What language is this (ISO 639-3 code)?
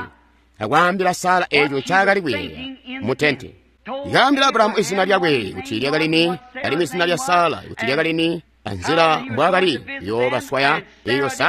toi